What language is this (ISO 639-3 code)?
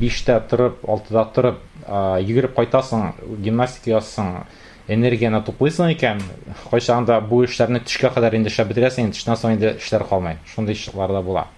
tat